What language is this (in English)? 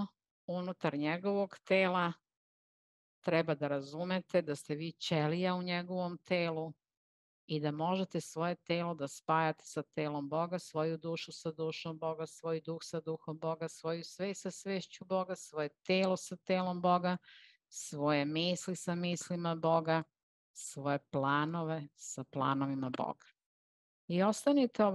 Serbian